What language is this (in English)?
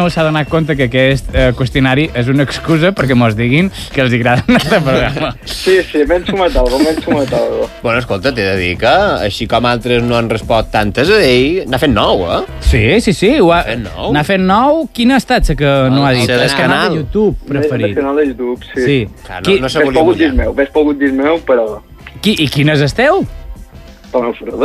Catalan